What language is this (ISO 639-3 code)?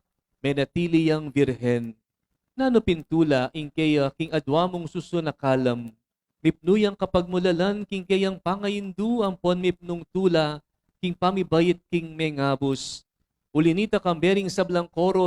pam